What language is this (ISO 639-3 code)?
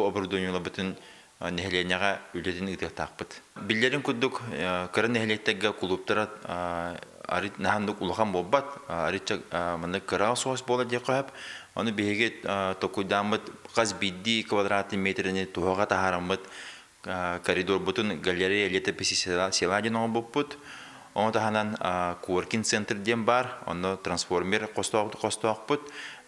sah